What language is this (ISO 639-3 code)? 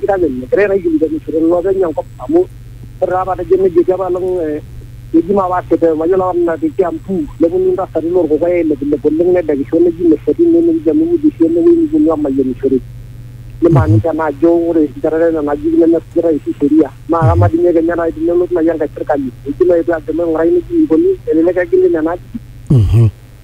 swa